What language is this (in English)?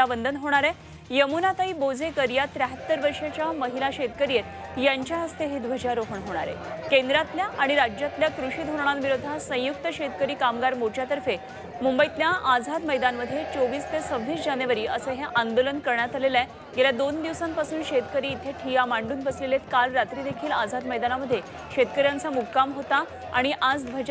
Marathi